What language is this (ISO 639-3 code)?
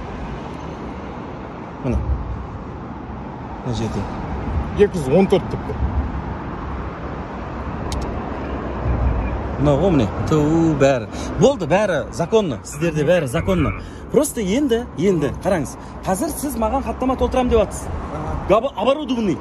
kaz